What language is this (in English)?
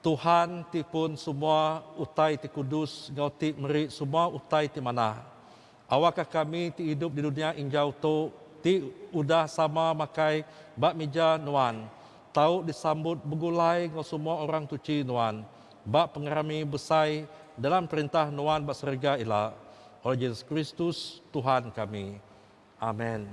Iban